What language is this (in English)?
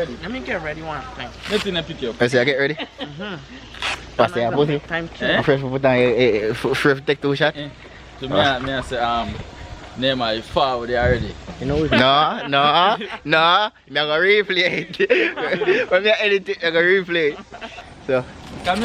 Jamaican Creole English